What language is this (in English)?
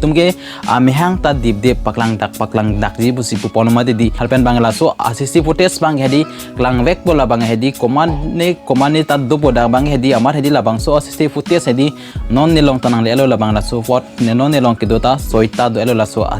Karbi